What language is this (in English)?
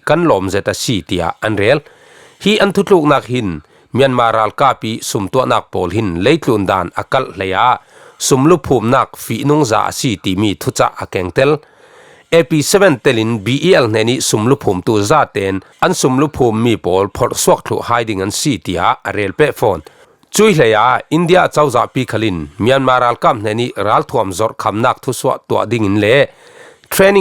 Falam Chin